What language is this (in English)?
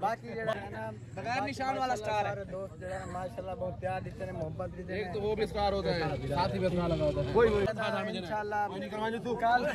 Saraiki